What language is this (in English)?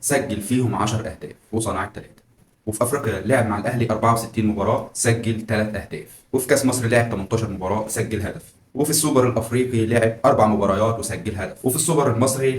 Egyptian Arabic